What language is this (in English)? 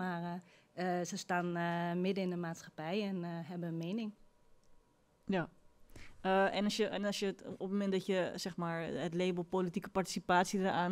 Dutch